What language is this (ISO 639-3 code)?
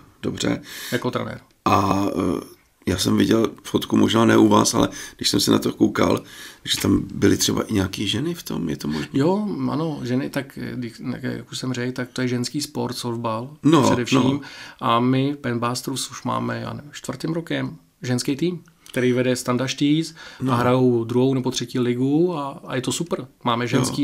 ces